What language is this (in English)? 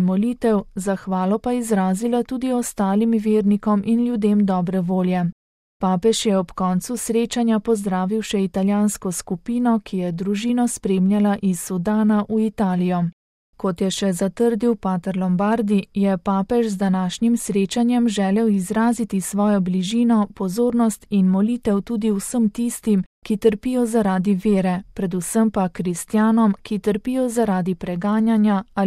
Slovenian